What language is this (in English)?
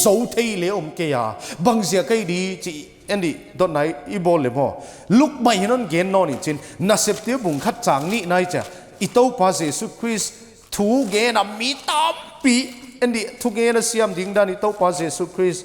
Paite Chin